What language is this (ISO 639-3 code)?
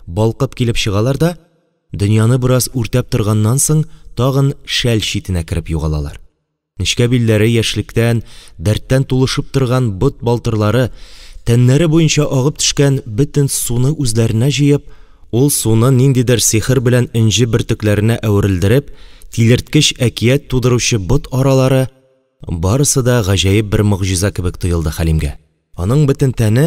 tat